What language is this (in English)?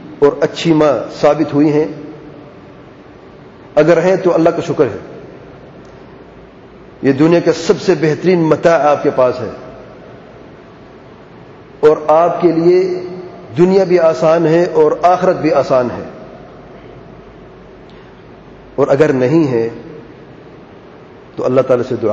Urdu